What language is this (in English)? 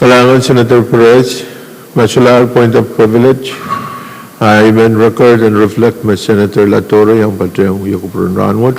Pohnpeian